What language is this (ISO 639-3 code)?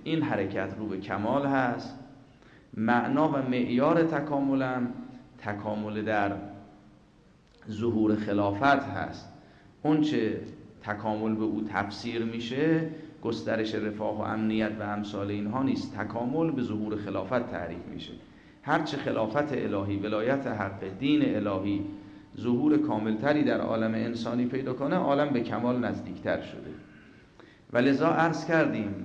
fas